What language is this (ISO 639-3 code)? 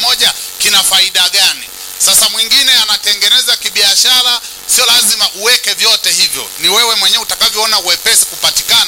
swa